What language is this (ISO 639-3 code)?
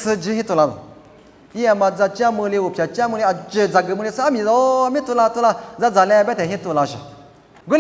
lis